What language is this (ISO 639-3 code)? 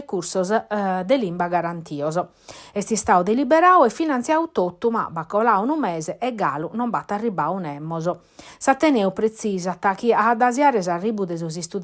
srd